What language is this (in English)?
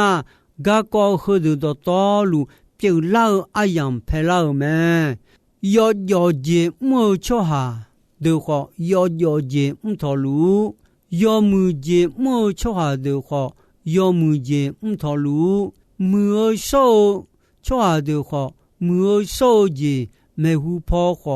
Akha